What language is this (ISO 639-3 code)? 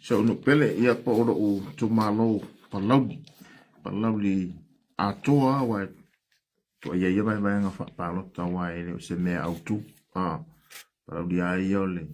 smo